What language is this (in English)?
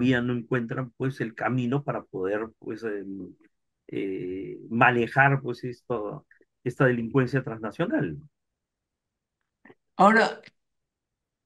Spanish